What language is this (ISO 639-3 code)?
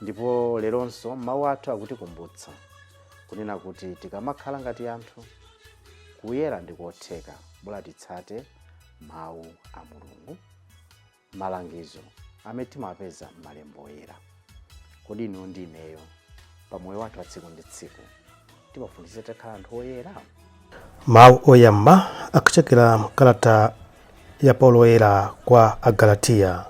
nya